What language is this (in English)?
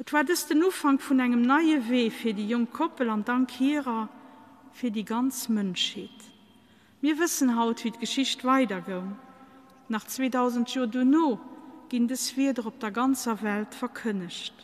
Luxembourgish